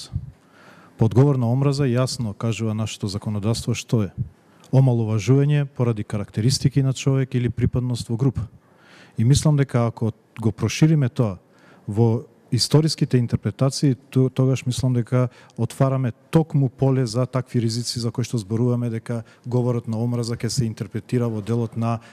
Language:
Macedonian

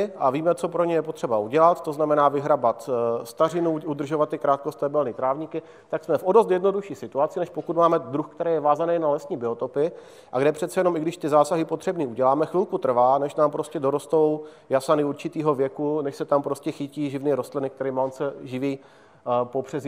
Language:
Czech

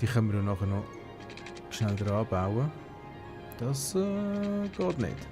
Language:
Swiss German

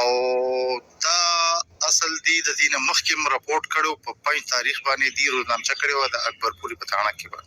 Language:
Pashto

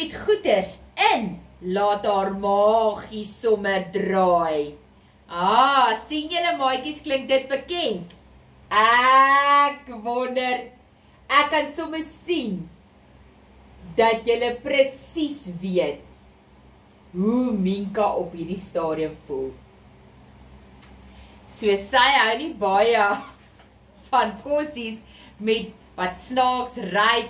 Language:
Afrikaans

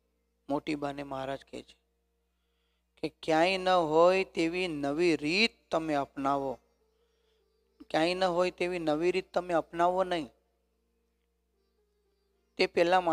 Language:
Gujarati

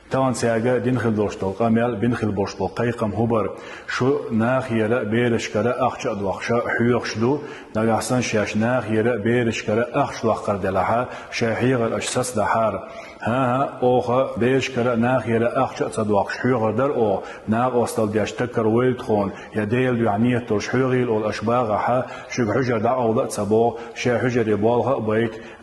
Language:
Chechen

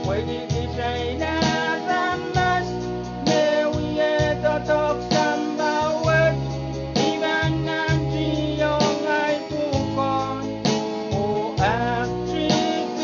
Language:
Pohnpeian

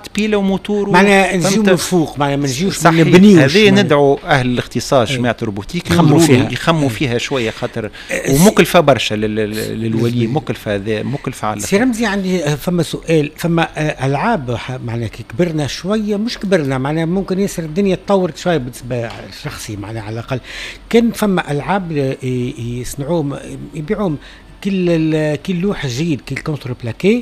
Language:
Tunisian Arabic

